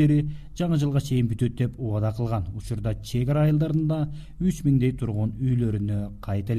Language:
Kyrgyz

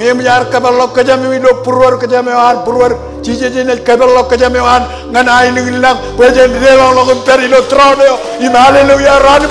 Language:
Marshallese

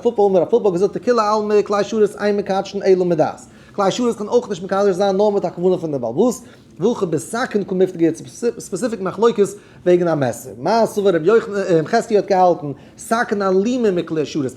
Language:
Yiddish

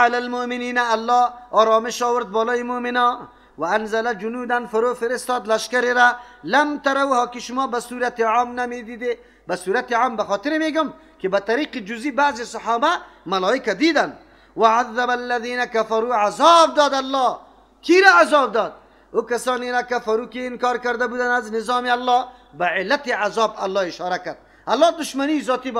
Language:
Persian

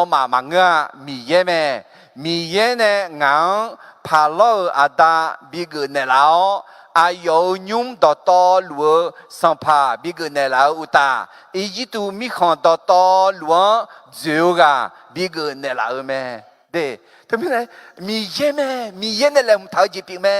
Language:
Akha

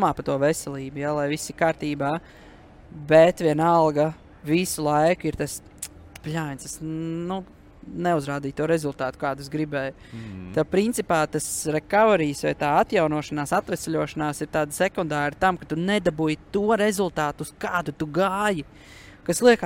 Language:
Latvian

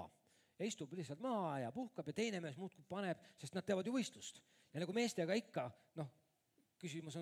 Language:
Estonian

